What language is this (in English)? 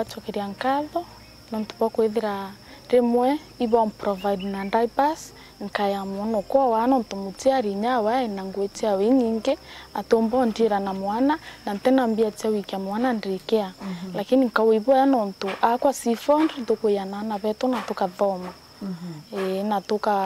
Meru